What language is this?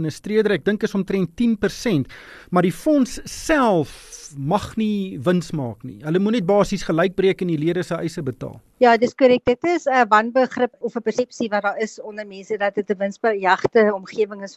Afrikaans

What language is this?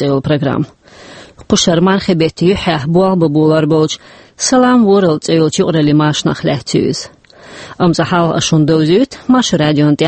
Chechen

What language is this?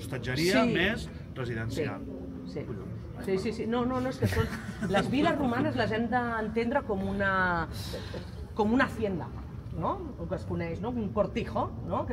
Catalan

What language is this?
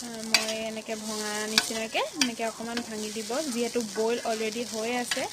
Assamese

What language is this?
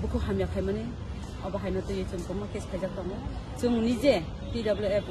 Kok Borok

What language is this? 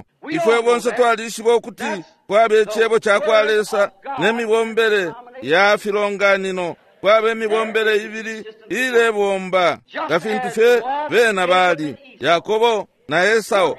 Bemba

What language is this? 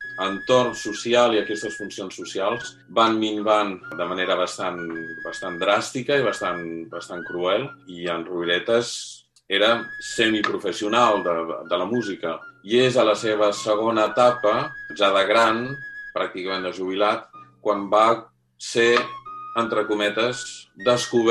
Catalan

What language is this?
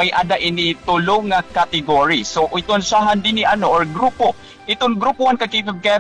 Waray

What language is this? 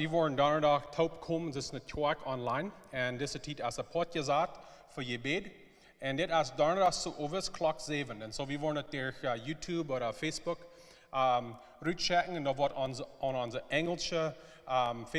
Plautdietsch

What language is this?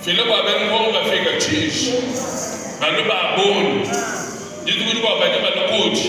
Luba-Lulua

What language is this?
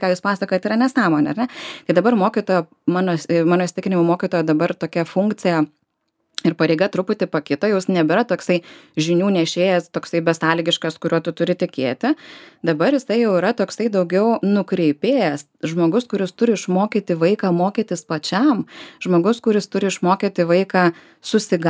Lithuanian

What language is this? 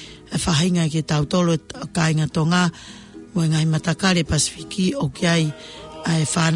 Tongan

